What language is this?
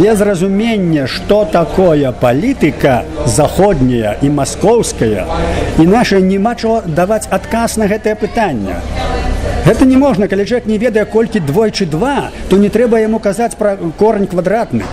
Belarusian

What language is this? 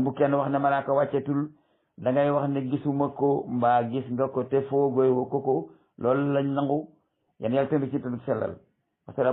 Wolof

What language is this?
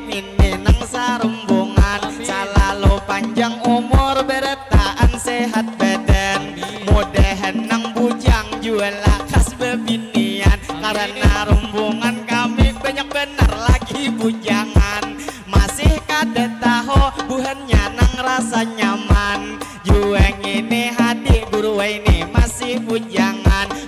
Banjar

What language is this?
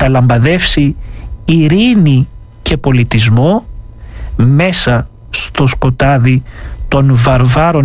Greek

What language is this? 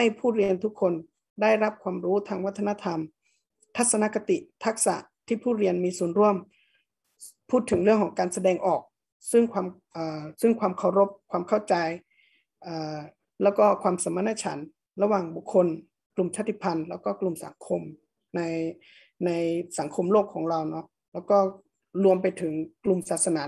Thai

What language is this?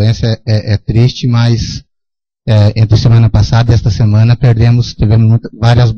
Portuguese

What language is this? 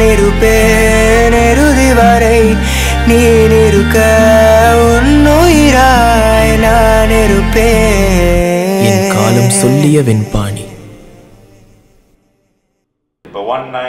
Tamil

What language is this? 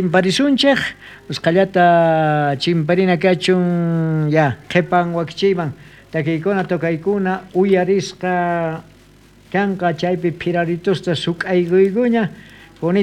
South Bolivian Quechua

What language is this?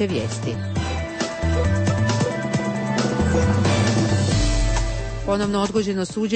Croatian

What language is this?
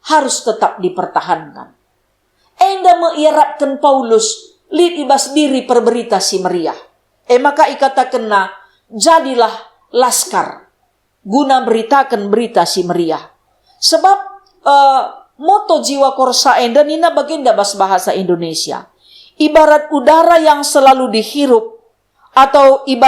Batak Karo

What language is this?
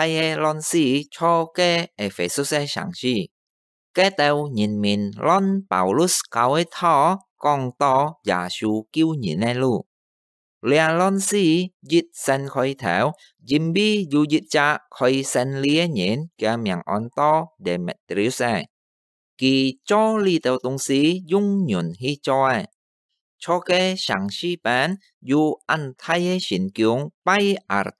Hakka Chinese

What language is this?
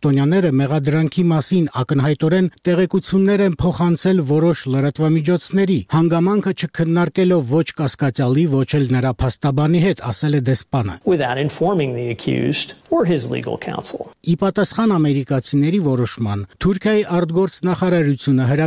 Armenian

